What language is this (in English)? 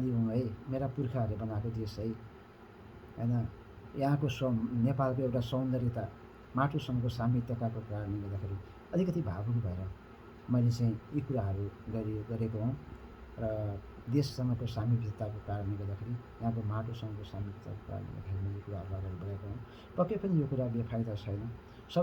Nepali